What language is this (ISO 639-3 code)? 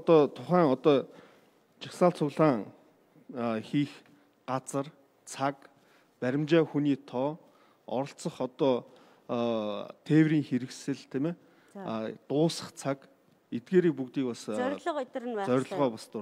mon